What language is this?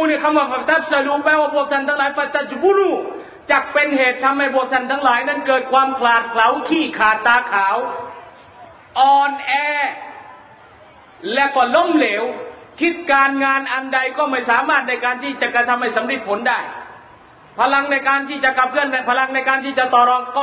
Thai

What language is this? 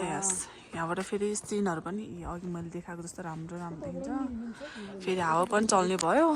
Nepali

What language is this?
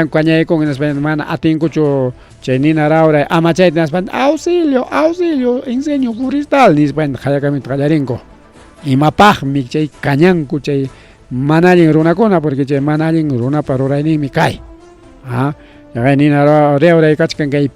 Ayacucho Quechua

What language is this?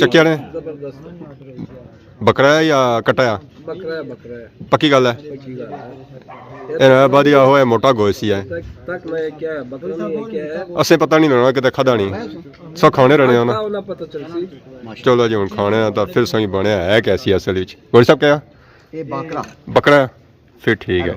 Pahari-Potwari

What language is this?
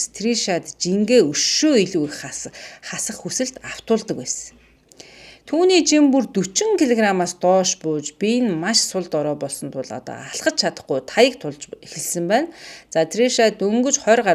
Mongolian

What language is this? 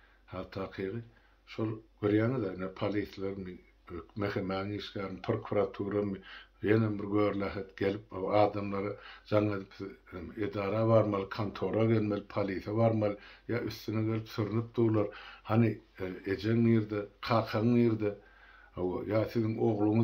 Turkmen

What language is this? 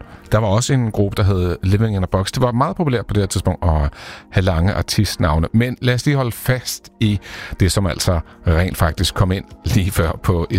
Danish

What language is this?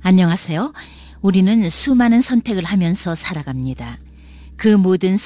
Korean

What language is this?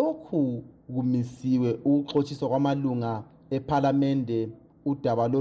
North Ndebele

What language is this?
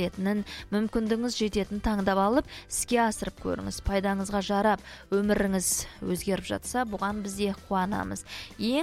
Kazakh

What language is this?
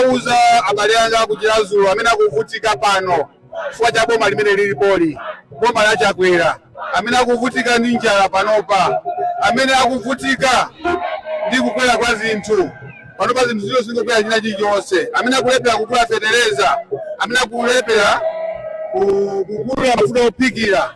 Nyanja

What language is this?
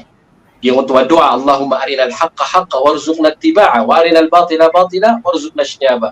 Maranao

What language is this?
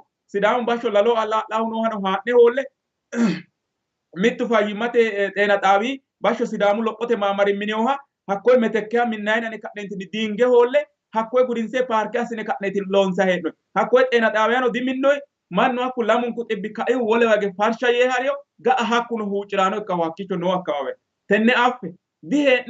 Sidamo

